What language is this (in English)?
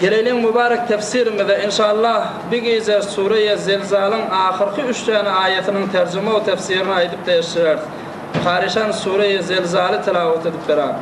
Turkmen